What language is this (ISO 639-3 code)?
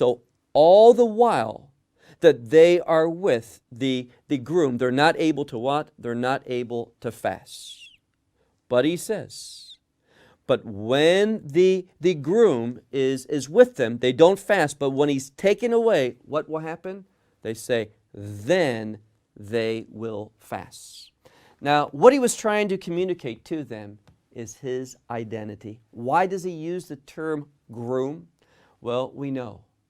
eng